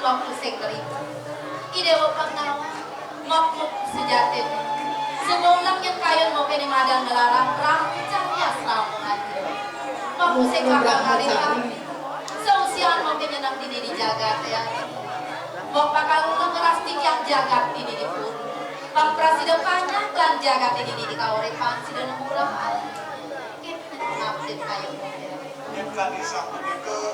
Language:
Balinese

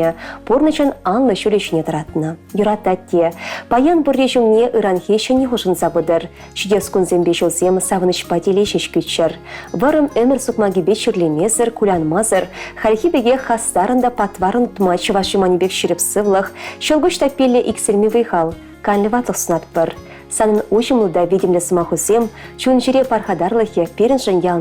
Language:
Chuvash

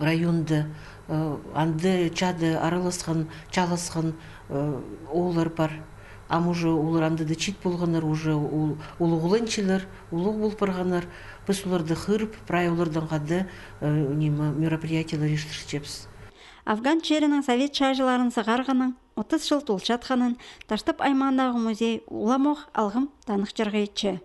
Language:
Khakas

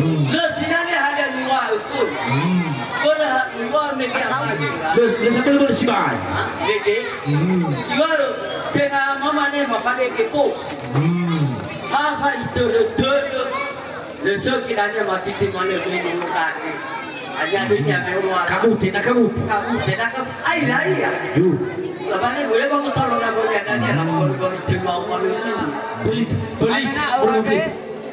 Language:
Nias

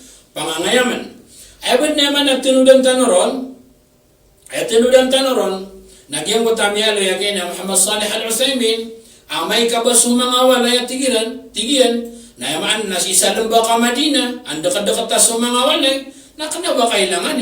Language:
Maranao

